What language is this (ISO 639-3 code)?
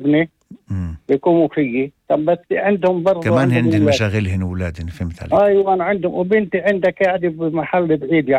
apc